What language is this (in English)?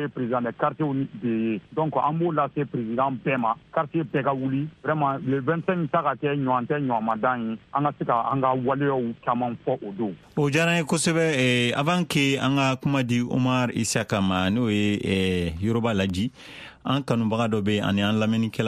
Bambara